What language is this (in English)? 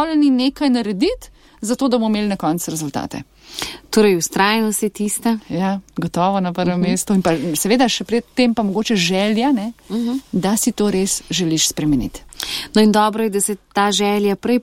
Slovenian